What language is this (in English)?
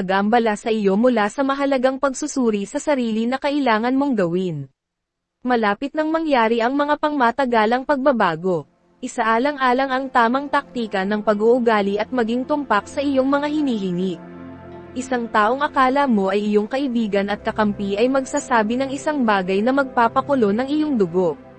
Filipino